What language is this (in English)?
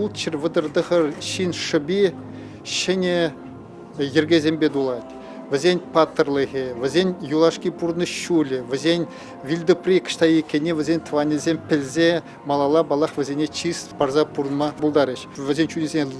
Chuvash